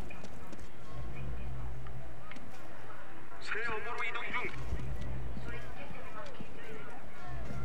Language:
French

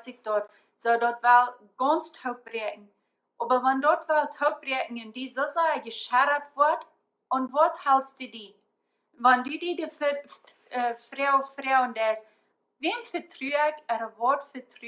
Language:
Plautdietsch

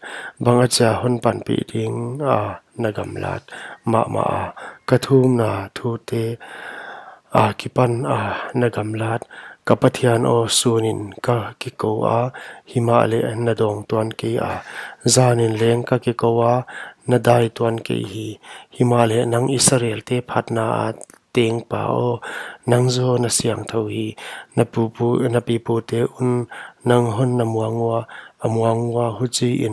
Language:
Paite Chin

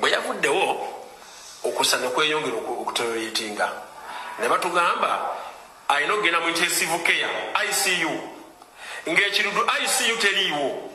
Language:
Ganda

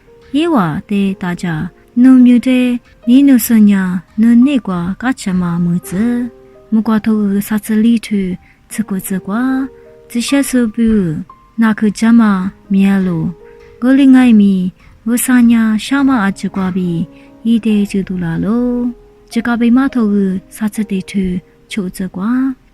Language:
Lisu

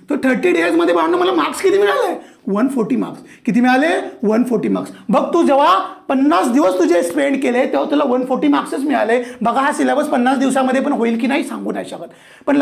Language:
Marathi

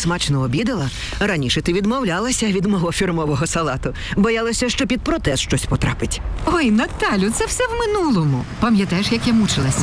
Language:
Ukrainian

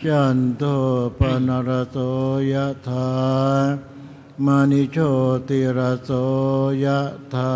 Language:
Pali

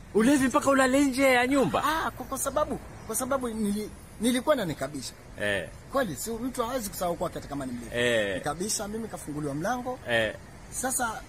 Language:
Swahili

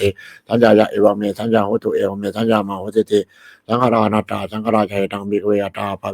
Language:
Pali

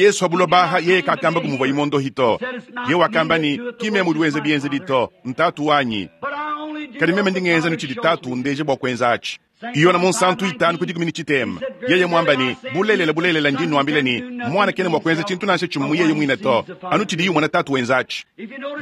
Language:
Luba-Lulua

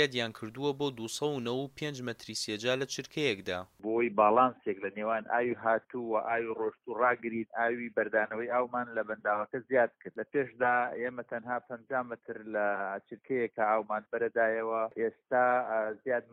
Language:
Central Kurdish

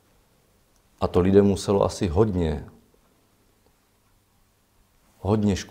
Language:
Czech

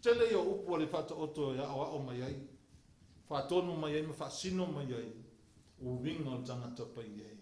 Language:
Samoan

